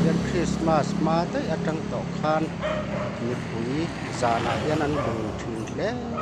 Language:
Mizo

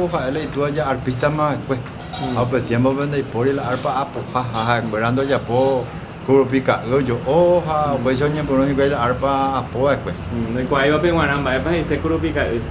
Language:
Guarani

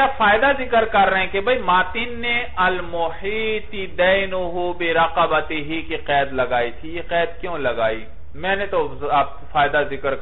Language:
Urdu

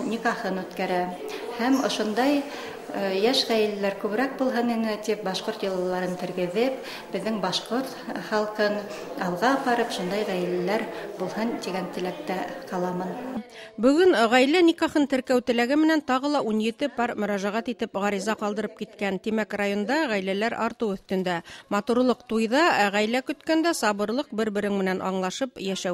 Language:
Bashkir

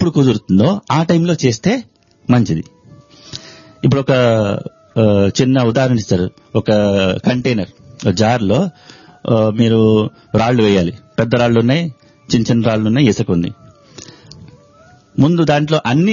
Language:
Telugu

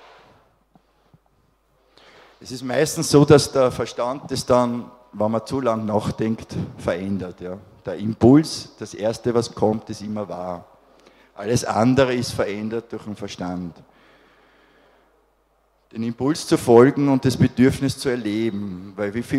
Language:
German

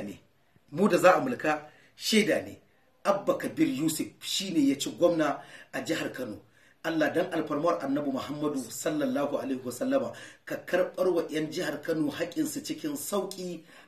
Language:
Hausa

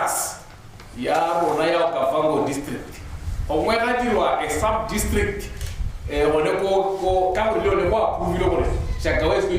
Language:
Tswana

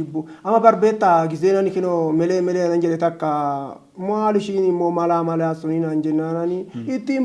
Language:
Oromo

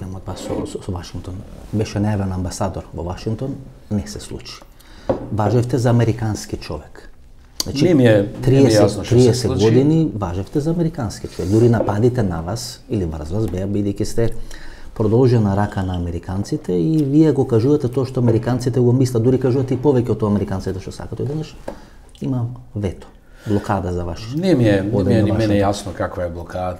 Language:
Macedonian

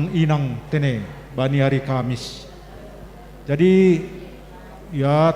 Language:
Batak Simalungun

